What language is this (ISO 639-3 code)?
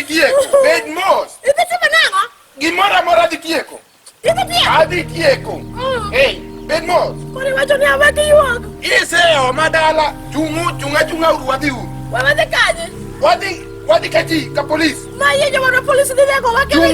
luo